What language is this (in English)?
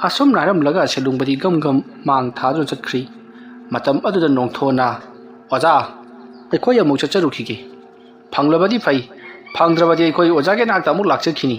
Manipuri